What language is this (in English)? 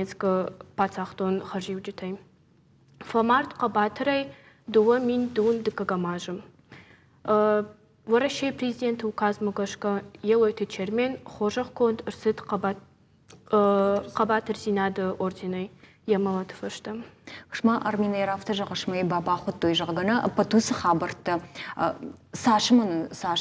Ossetic